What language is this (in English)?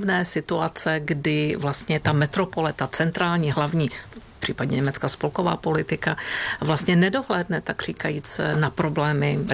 Czech